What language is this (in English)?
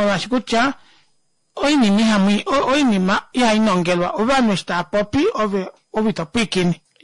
Kuanyama